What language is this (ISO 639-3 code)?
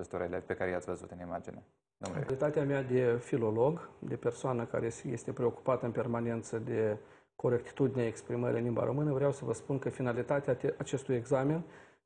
ron